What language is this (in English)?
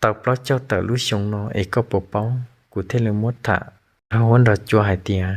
Hmong